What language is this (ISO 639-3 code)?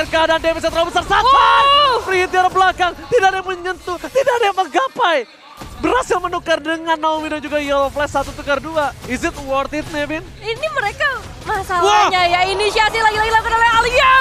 ind